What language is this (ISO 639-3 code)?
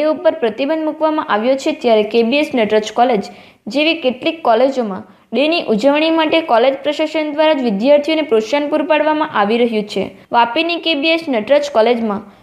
guj